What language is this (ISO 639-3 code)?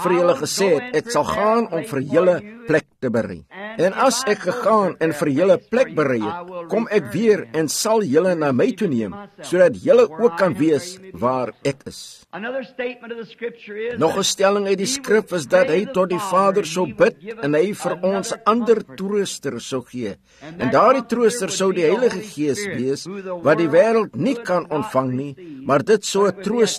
afr